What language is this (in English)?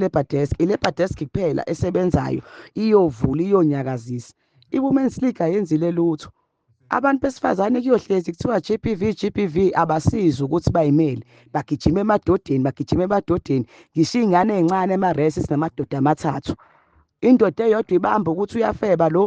Zulu